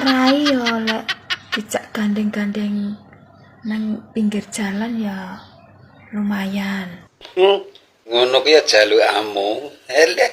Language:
Javanese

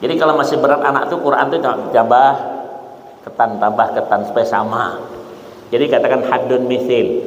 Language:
Banjar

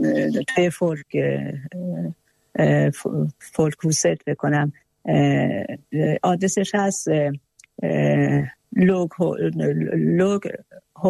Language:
Persian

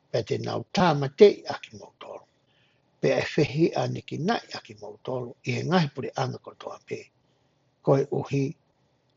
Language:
Tongan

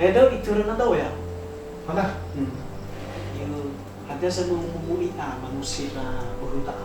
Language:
Nias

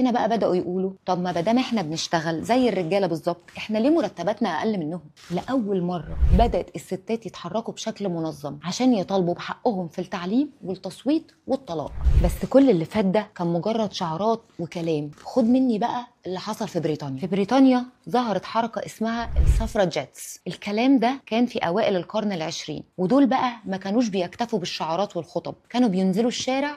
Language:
Egyptian Arabic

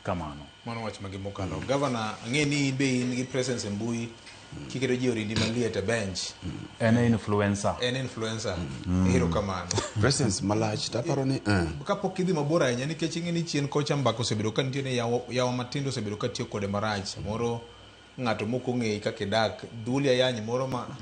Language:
Luo (Kenya and Tanzania)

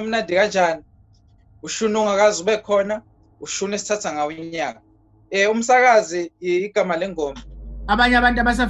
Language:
Zulu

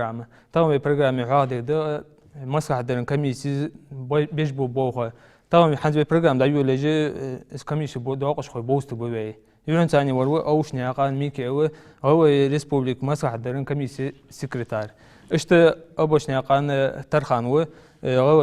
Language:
Ingush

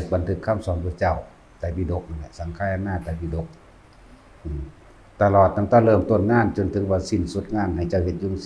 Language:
Lao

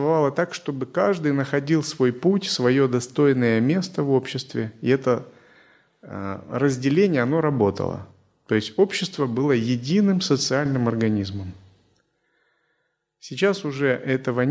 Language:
Russian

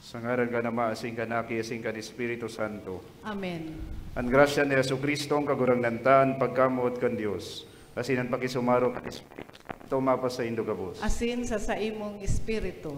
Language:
Bikol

